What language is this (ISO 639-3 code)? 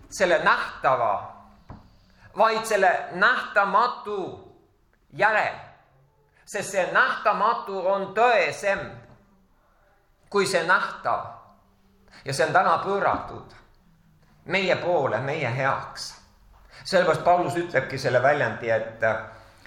est